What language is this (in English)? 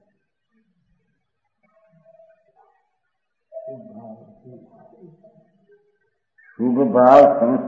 Gujarati